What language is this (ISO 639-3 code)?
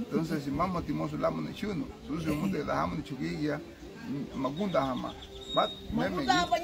cab